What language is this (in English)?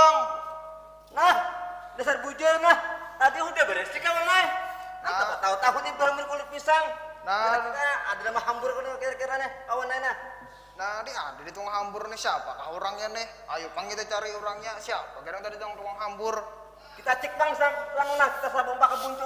Banjar